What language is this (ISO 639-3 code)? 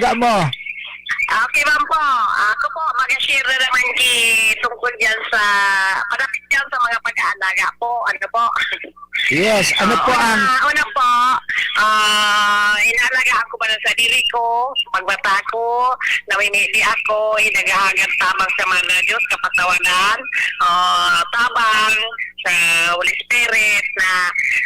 bik